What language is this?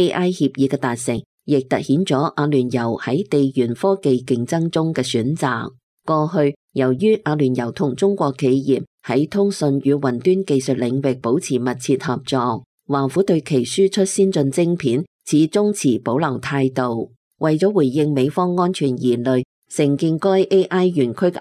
Cantonese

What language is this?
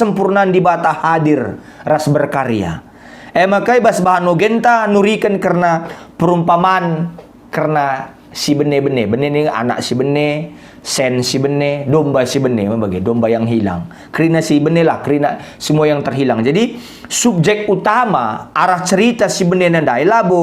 Batak Karo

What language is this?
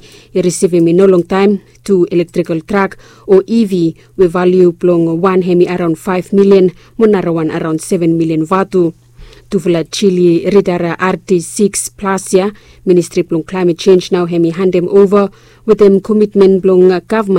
Bislama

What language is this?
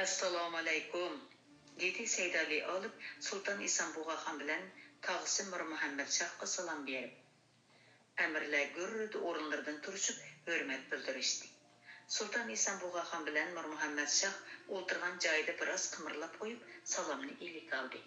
Uyghur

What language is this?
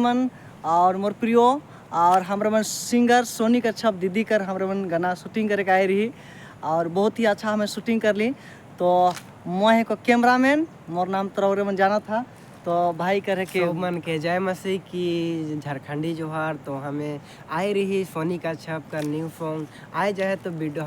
Sadri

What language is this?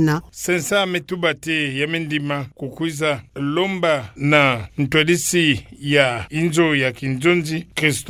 Kituba (Democratic Republic of Congo)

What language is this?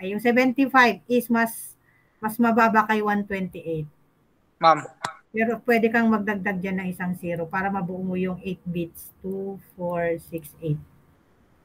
Filipino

